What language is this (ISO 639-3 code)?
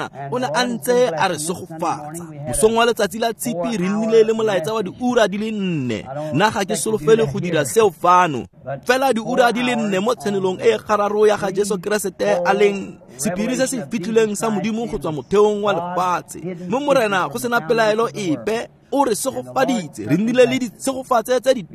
tsn